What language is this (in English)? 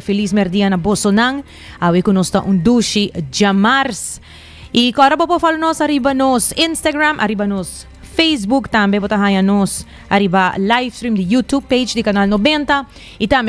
Papiamento